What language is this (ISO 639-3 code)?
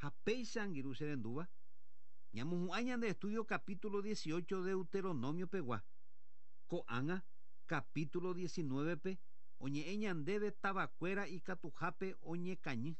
grn